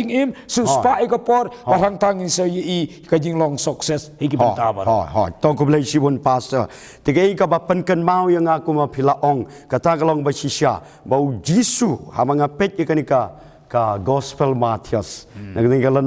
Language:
Khasi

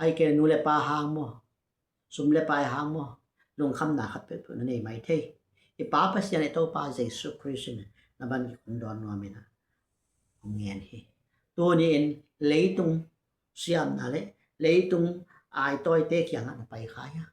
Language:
Tedim Chin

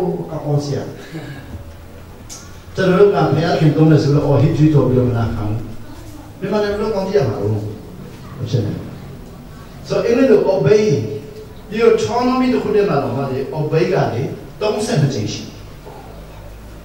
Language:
Burmese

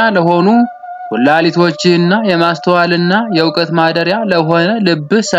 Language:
Amharic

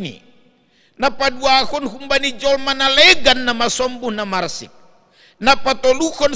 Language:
Batak Simalungun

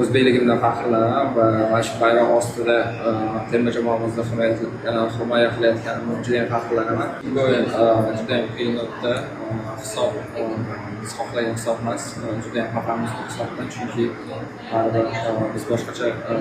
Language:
Uzbek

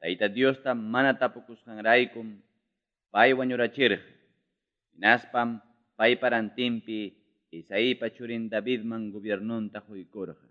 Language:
Ayacucho Quechua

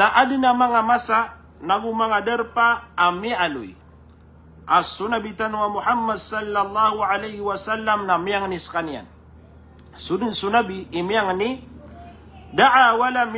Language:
Maranao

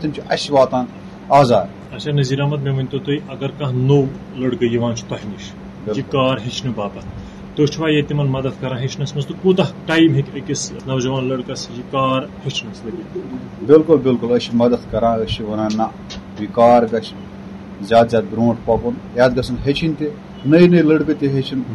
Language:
Kashmiri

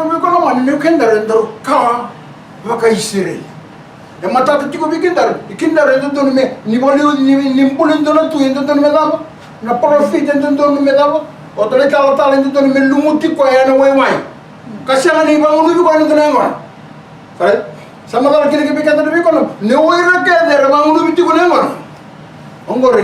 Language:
Fijian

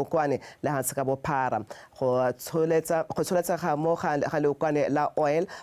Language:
Tswana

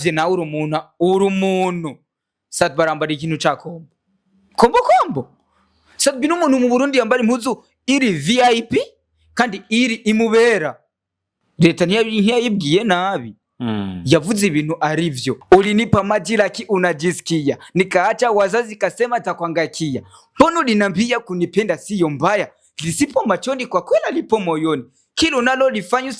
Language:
Rundi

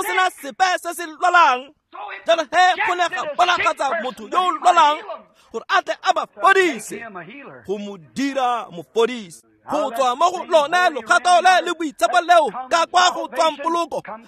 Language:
Tswana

